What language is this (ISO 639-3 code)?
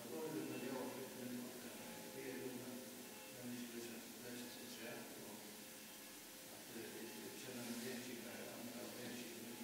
fao